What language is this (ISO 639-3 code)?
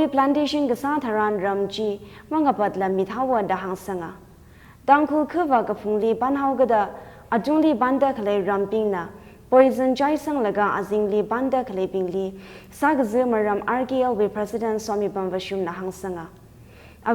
nmf